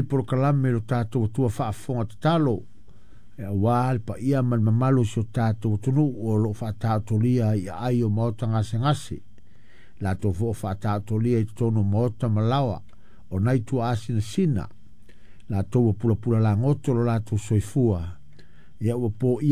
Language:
Samoan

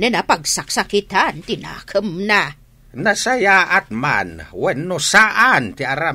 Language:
Iloko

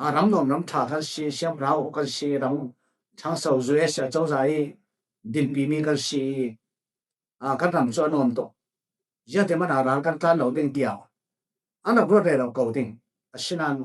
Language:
Falam Chin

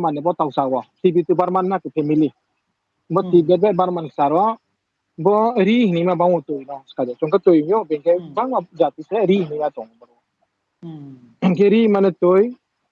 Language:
Riang (India)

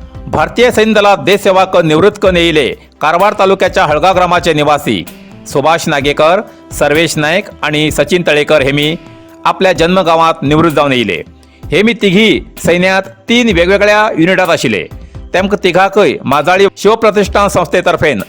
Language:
Konkani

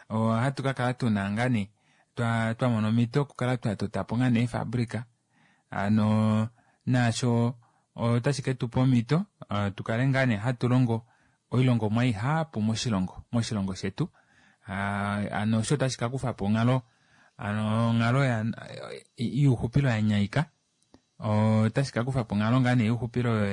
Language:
Kuanyama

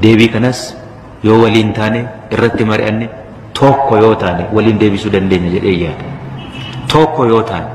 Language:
Oromo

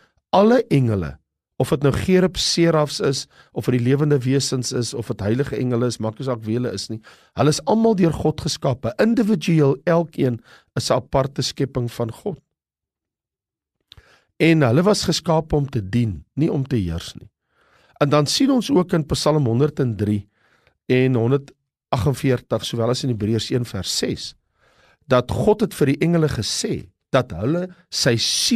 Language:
Afrikaans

